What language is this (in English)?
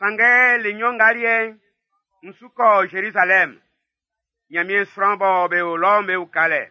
Baoulé